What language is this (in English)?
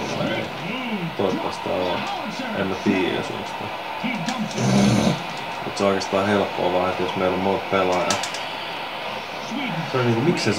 Finnish